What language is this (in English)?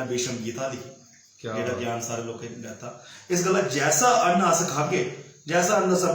Dogri